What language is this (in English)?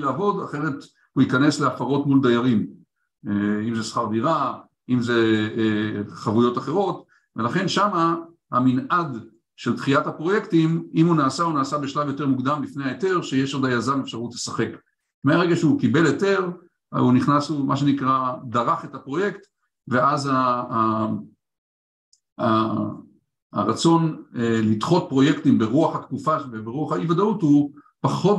Hebrew